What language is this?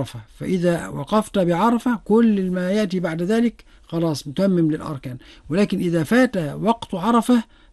Arabic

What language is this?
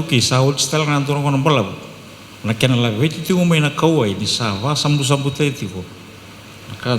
Fijian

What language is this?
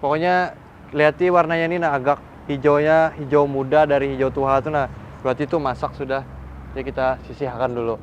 Banjar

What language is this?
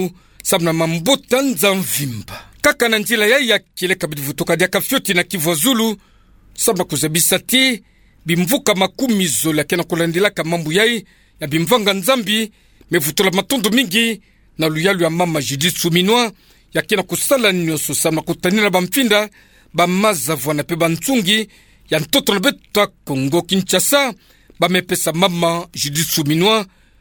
Kituba (Democratic Republic of Congo)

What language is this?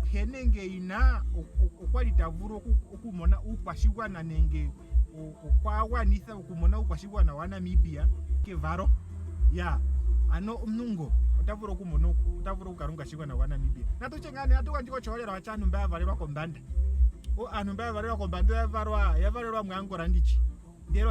Ndonga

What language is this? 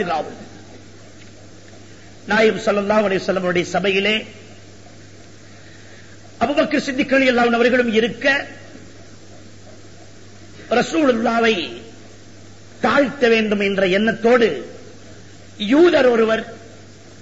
Tamil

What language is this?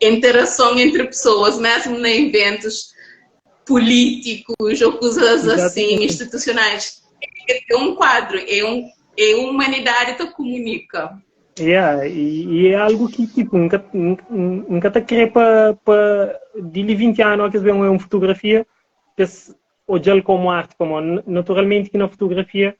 Kabuverdianu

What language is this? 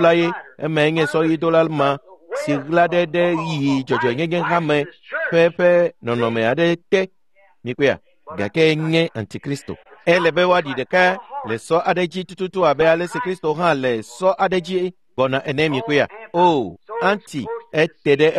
Ewe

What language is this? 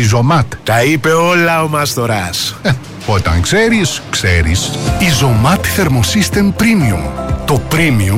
Greek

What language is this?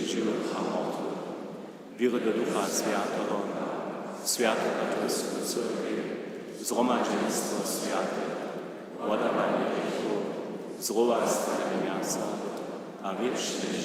Upper Sorbian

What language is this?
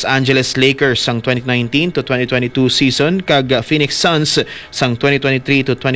Hiligaynon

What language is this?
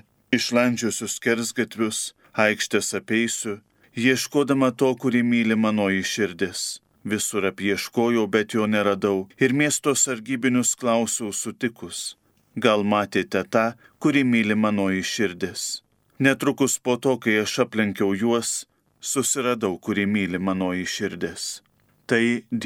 Lithuanian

